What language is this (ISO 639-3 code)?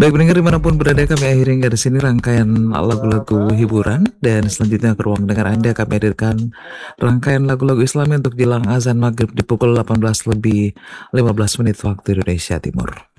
ind